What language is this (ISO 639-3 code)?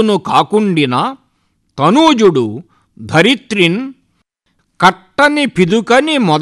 tel